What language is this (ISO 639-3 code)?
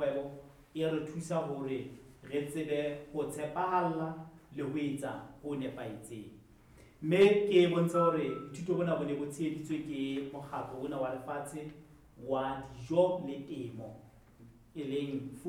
sot